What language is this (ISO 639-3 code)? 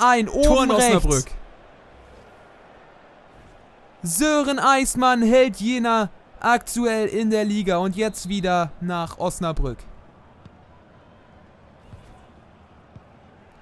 deu